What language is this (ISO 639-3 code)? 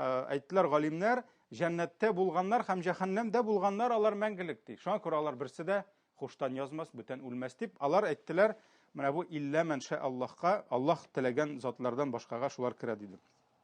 tat